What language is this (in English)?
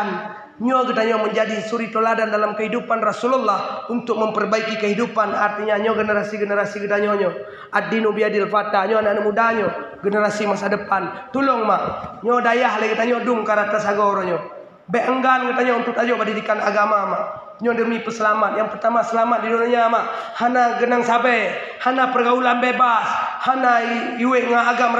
Achinese